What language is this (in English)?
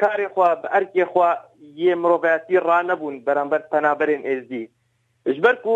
Kurdish